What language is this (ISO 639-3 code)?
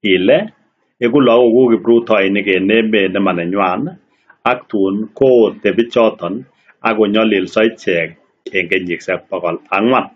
kln